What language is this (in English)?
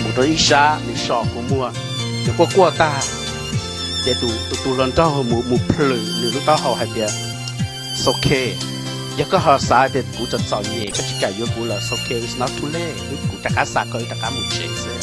Hmong